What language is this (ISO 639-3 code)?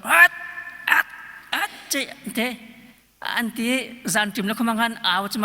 cnh